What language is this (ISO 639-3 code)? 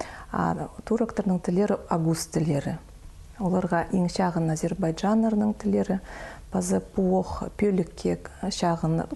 kjh